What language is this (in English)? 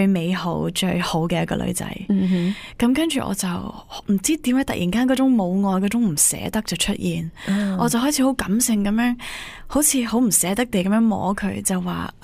Cantonese